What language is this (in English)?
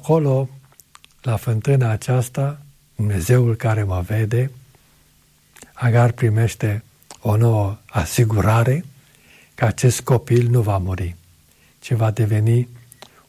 Romanian